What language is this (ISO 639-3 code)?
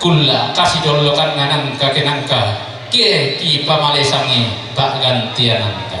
sda